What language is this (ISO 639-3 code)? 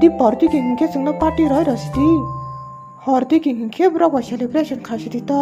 trp